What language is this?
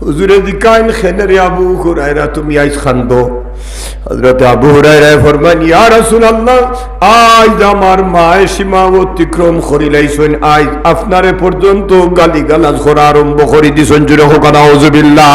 Sylheti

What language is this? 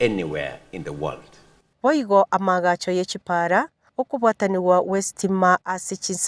Gusii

